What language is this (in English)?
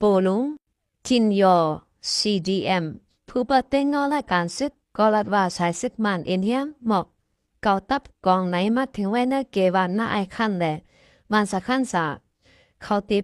Shan